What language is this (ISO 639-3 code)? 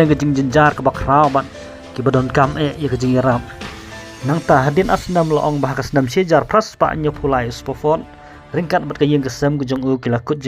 kha